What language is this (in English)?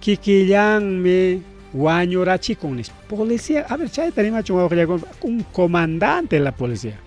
Ayacucho Quechua